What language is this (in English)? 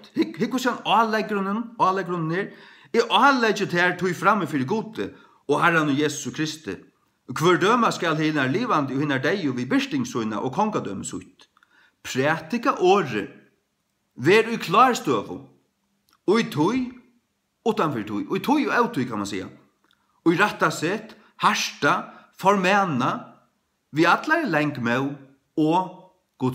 Faroese